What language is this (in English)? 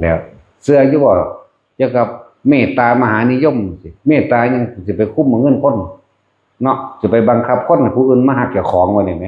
Northeastern Thai